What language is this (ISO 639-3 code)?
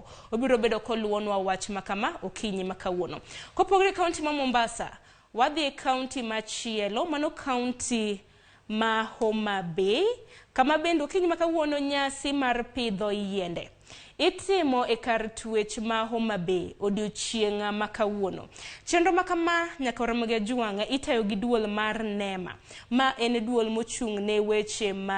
luo